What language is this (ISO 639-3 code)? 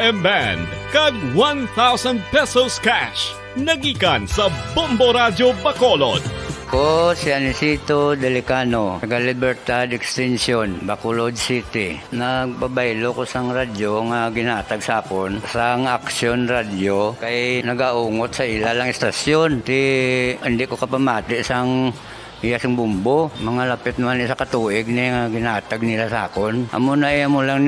hil